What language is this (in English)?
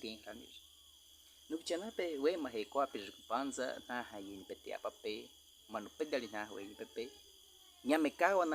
Baniwa